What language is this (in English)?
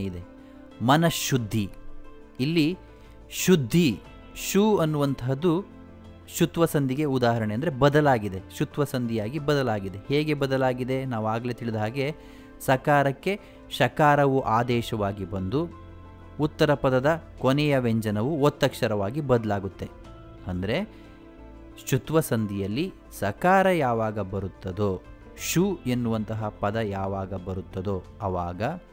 Kannada